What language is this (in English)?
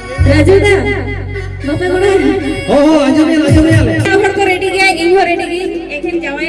Santali